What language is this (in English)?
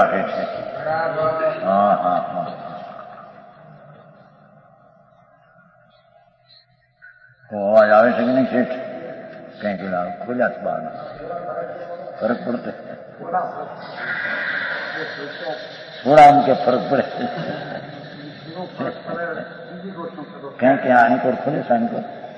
Gujarati